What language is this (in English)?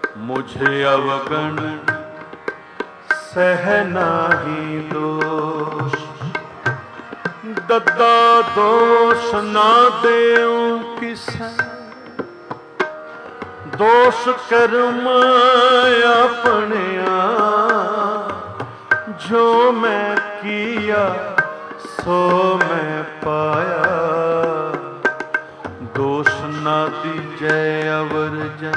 Punjabi